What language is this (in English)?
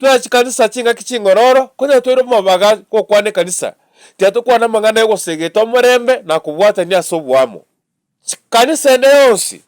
Gusii